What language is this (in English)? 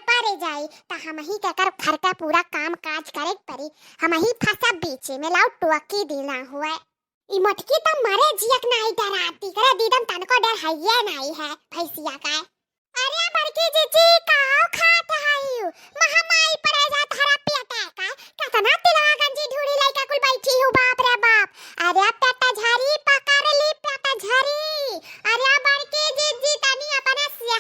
Awadhi